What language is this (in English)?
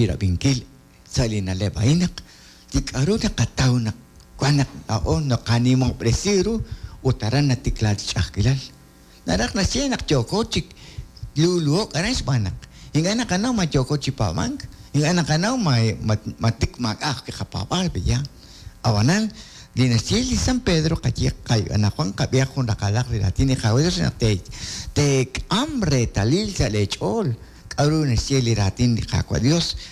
Kekchí